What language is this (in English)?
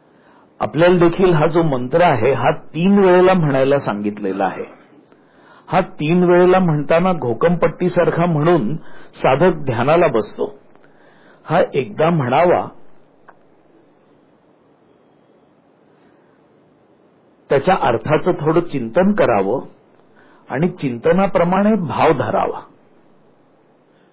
Marathi